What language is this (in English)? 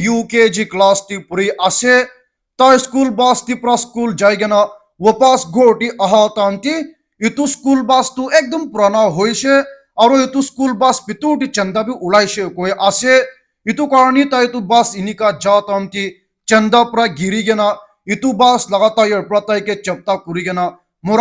Naga Pidgin